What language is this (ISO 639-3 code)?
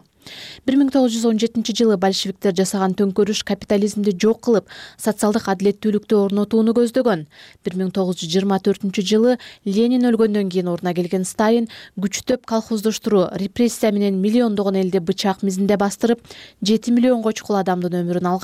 kir